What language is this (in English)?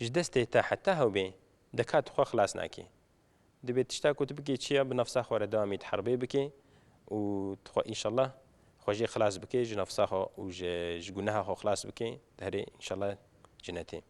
Kurdish